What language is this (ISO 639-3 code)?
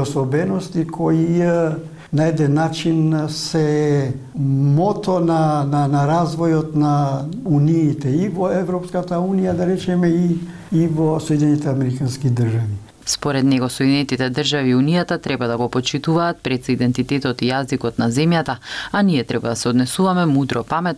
mkd